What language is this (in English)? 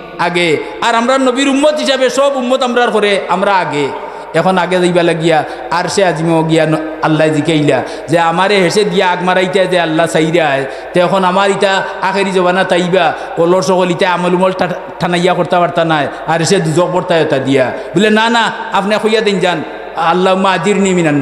Sylheti